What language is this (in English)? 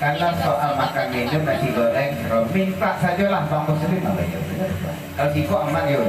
Minangkabau